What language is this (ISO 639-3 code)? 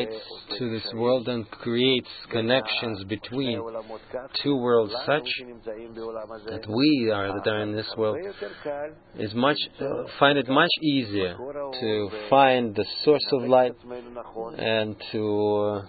eng